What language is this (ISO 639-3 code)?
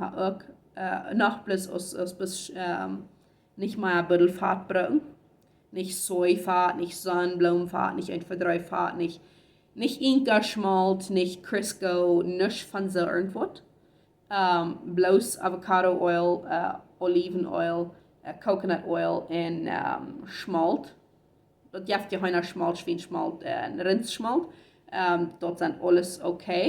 pdt